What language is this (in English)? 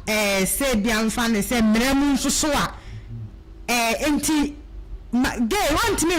Akan